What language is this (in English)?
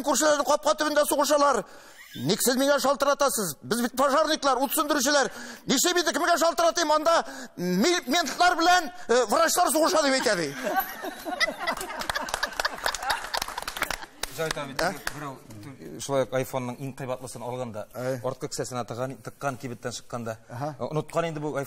Tatar